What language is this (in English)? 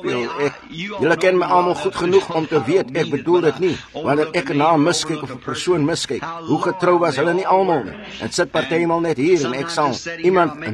Afrikaans